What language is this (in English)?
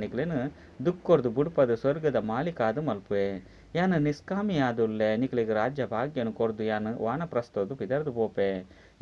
Tulu